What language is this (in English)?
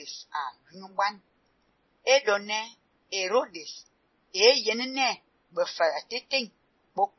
Fang